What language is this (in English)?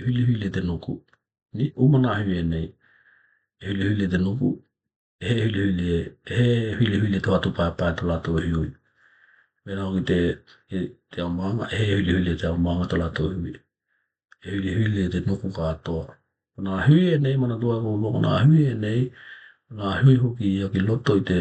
Tokelau